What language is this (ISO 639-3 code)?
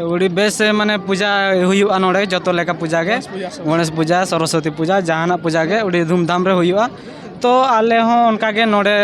sat